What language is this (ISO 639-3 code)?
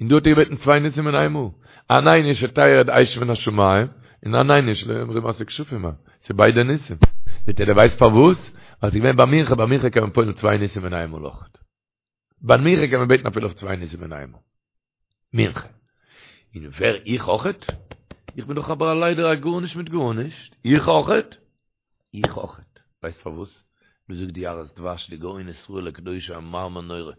yid